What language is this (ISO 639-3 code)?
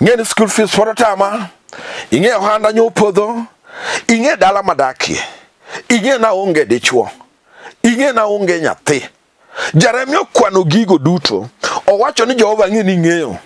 luo